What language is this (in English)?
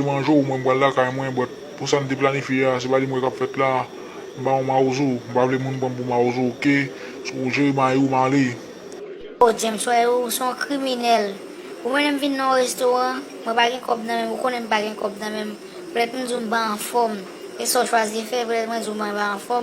Haitian Creole